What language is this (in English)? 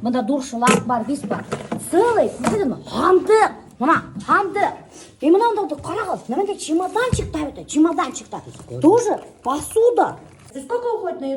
Bashkir